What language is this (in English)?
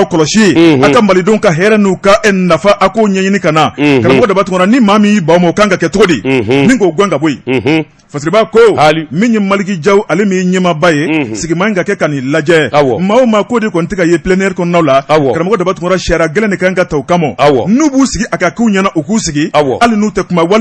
Bambara